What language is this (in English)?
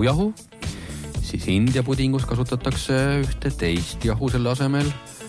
Estonian